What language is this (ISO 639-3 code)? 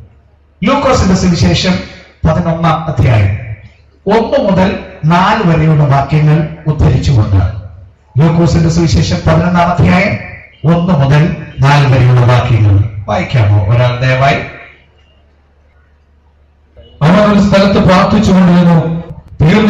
mal